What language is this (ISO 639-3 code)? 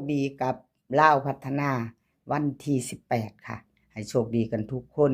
tts